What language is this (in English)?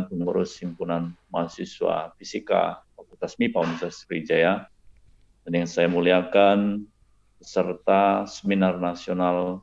Indonesian